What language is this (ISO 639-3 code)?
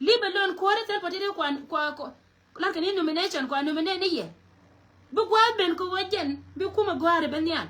nus